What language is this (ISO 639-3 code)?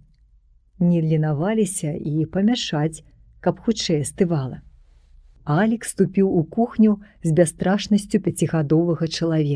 bel